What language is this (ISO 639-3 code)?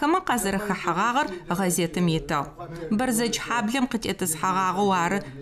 ady